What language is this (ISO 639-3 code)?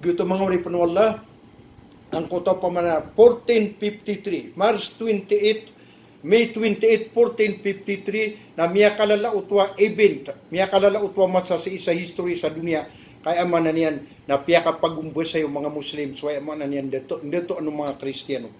mrw